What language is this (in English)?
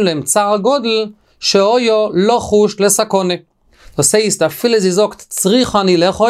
Yiddish